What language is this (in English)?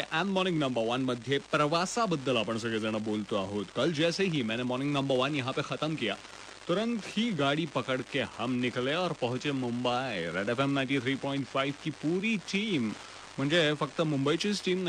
Marathi